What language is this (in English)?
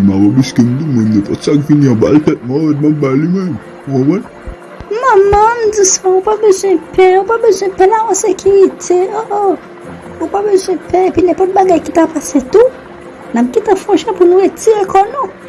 Haitian Creole